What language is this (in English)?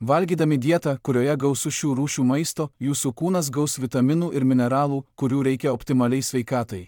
Lithuanian